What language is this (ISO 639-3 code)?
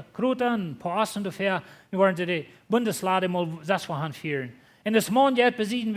pdt